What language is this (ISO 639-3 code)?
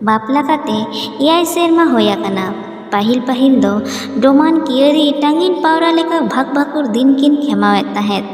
sat